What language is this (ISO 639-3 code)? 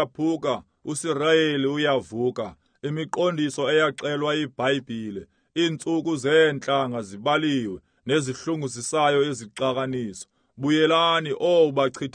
xho